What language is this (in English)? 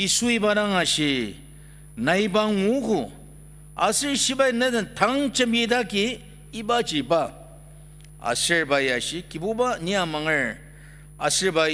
Ao Naga